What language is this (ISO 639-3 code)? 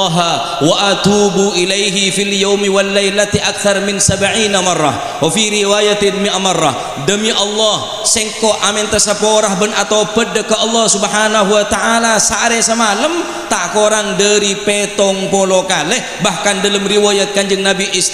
mad